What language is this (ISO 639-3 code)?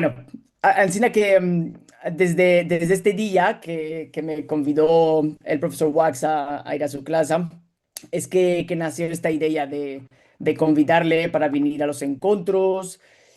lad